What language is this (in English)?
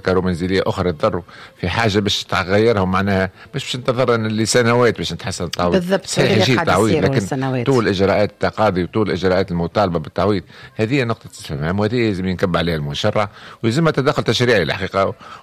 Tunisian Arabic